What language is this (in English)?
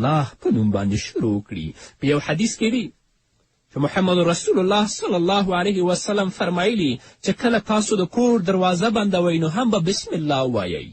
Pashto